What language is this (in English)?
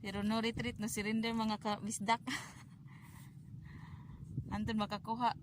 Cebuano